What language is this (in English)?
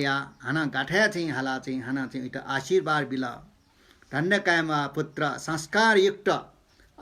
Newari